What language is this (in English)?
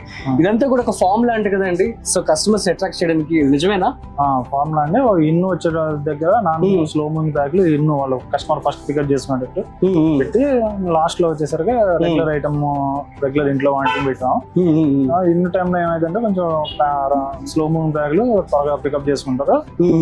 Telugu